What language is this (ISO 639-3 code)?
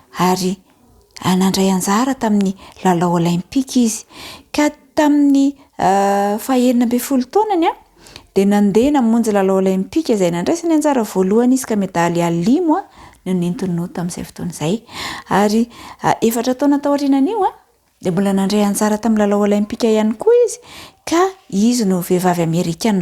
mlg